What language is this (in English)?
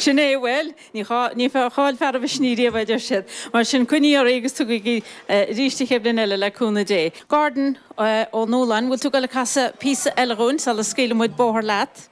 Irish